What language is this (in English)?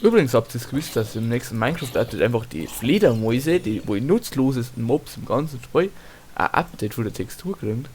Bavarian